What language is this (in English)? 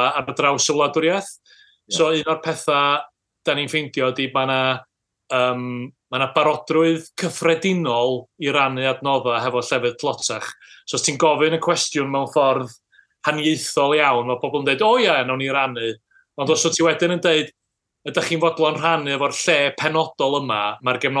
Welsh